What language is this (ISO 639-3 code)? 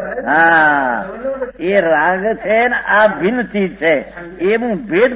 guj